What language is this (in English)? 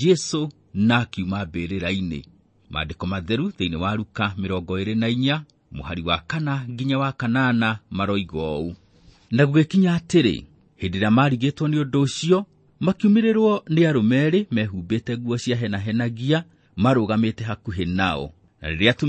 Kikuyu